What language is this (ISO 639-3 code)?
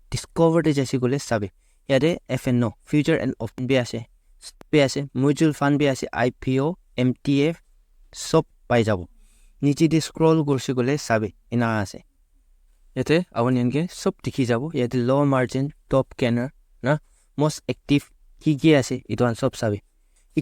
nag